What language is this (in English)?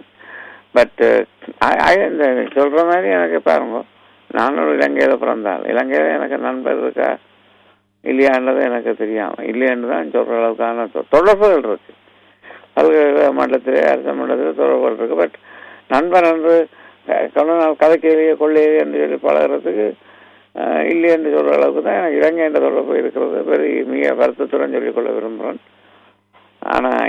Tamil